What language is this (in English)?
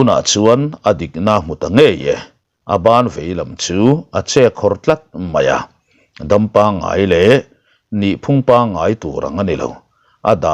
Mizo